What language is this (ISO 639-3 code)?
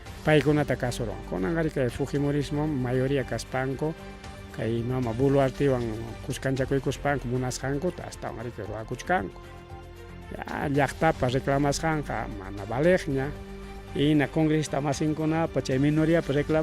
quy